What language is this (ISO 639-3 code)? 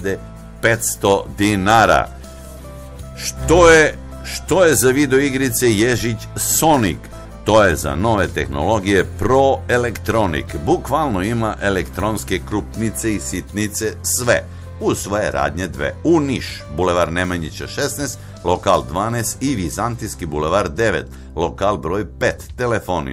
srp